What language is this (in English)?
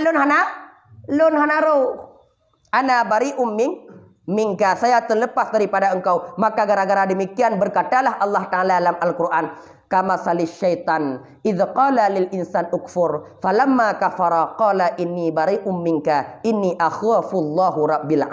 Achinese